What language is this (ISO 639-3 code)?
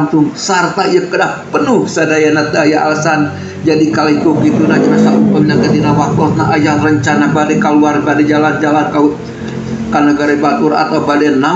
sun